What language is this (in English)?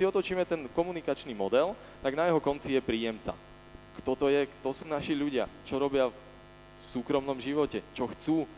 Slovak